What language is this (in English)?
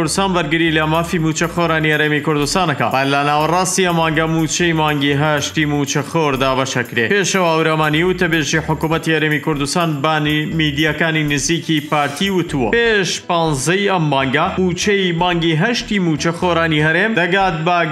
Central Kurdish